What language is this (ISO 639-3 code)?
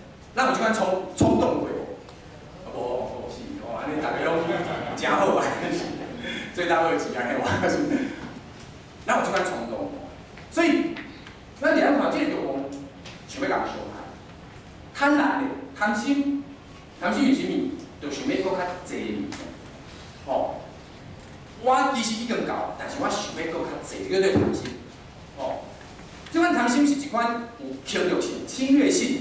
nan